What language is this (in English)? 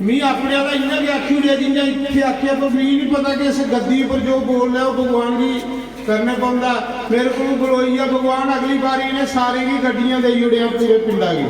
Dogri